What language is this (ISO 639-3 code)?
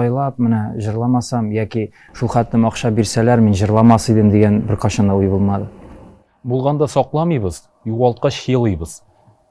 tat